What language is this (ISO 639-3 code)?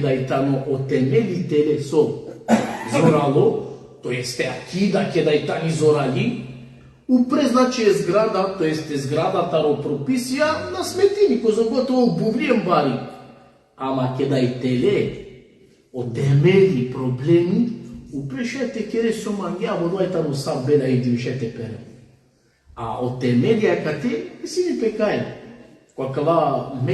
rmn